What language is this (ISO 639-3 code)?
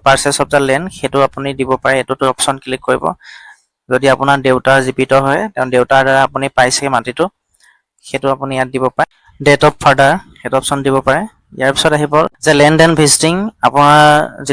asm